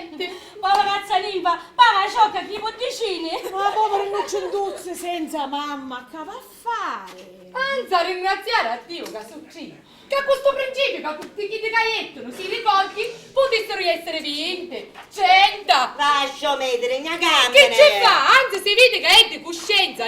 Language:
Sicilian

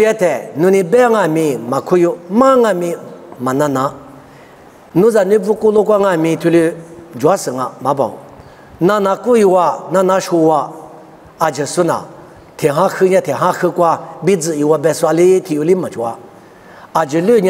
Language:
Lisu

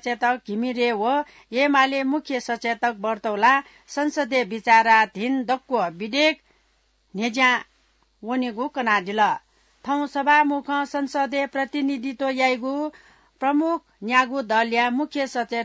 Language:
Newari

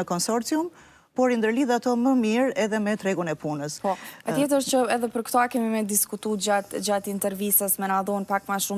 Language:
Albanian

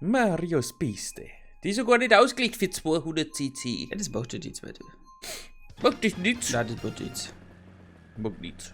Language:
Bavarian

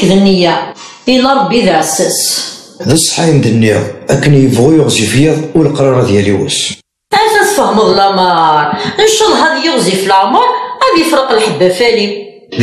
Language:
Kabyle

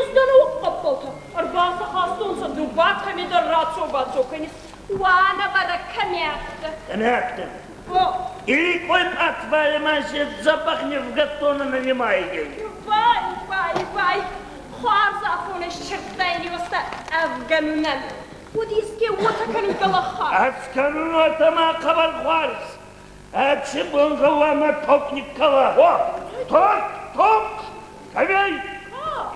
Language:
Ossetic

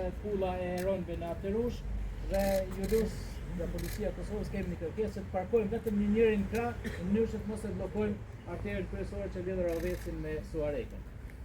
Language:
Albanian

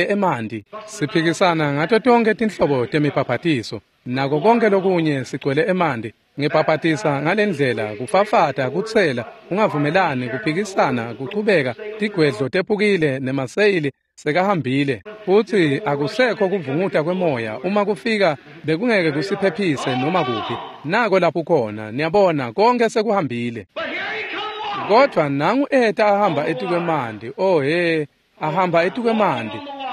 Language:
Swati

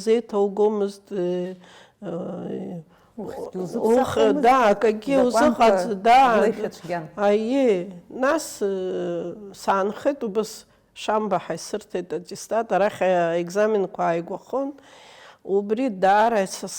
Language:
Abkhazian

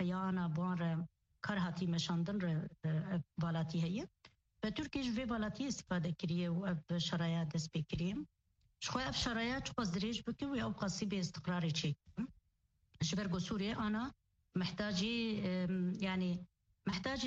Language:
Kurdish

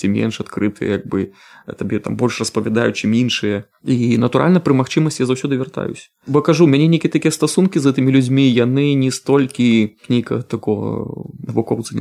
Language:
Belarusian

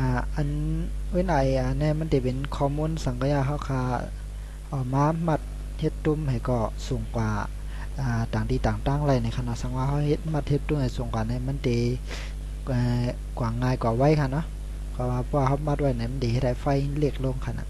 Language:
Shan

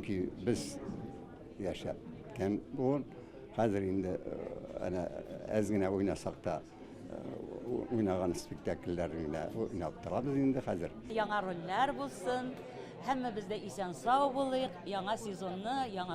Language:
Tatar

